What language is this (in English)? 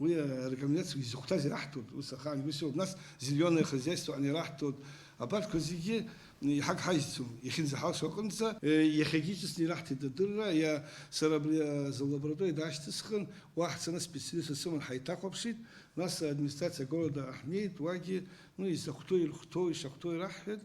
Abkhazian